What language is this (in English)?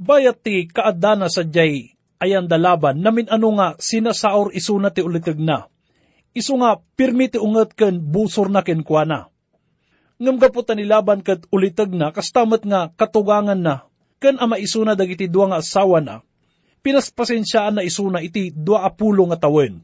Iloko